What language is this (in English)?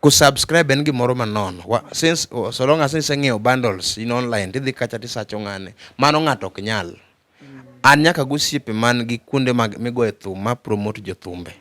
Luo (Kenya and Tanzania)